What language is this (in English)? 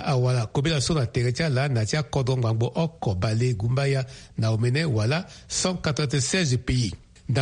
Sango